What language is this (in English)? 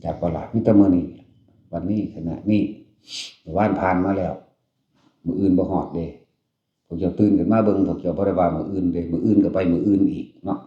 Northeastern Thai